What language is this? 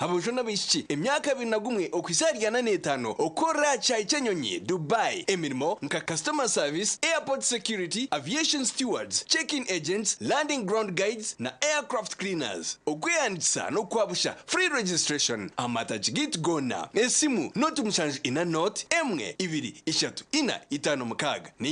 Nyankole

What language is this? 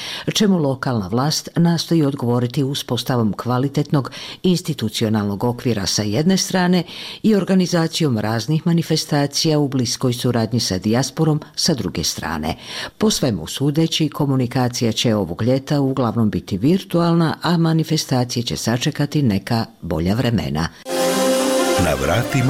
Bosnian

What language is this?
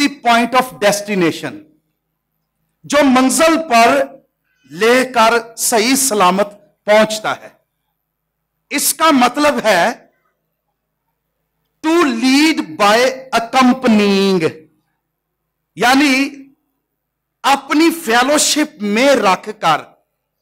Urdu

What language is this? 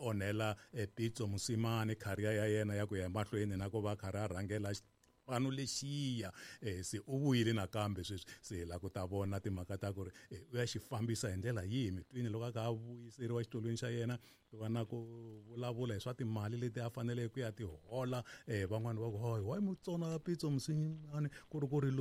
Tsonga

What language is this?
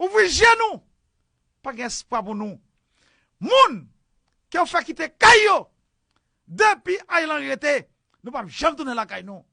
Haitian Creole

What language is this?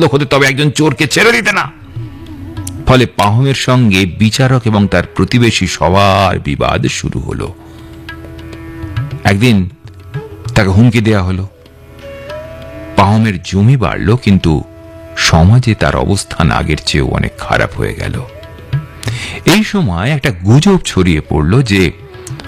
Bangla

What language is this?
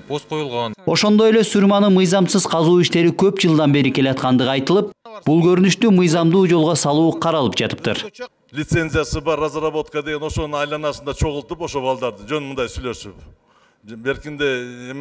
Kyrgyz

